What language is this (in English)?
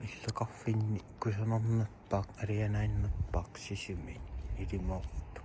Kalaallisut